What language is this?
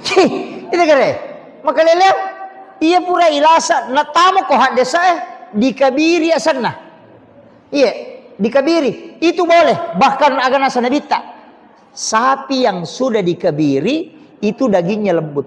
Buginese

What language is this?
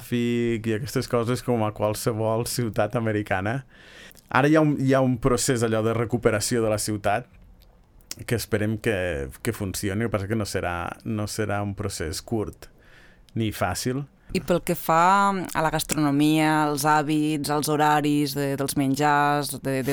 Catalan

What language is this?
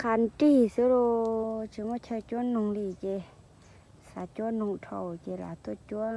Hmong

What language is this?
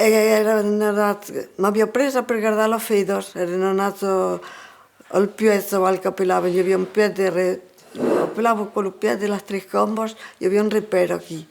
Occitan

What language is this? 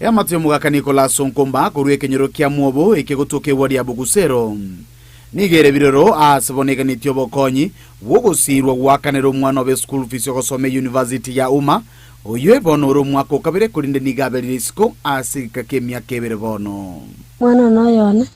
Gusii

